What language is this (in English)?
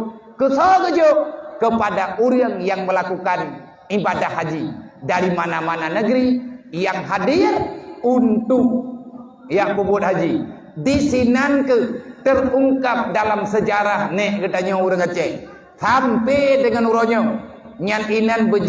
Achinese